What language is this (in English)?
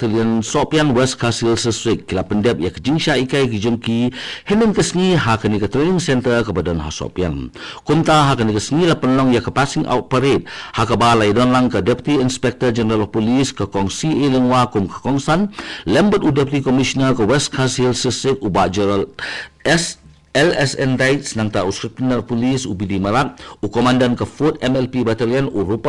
Khasi